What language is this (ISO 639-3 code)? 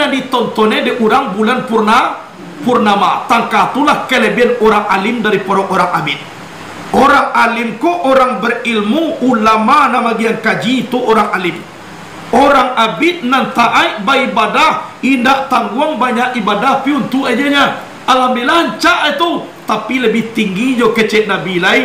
min